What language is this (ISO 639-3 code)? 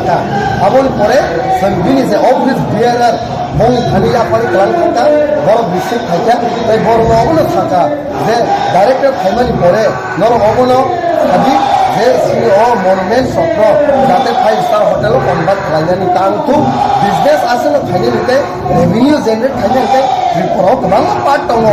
trp